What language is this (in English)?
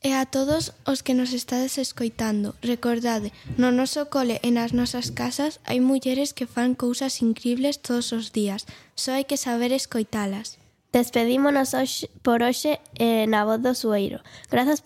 Galician